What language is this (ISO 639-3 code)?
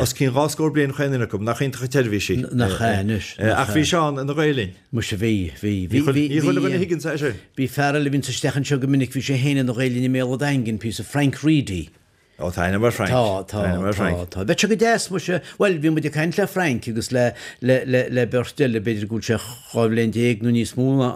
gle